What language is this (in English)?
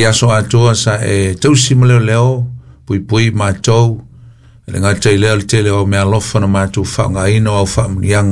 Samoan